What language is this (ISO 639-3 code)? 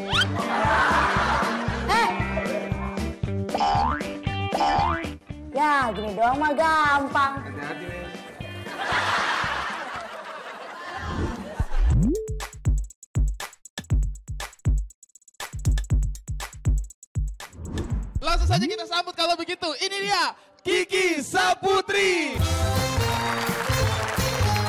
ind